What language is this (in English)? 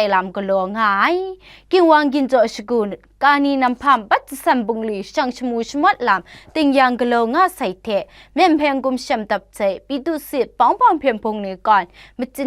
Kachin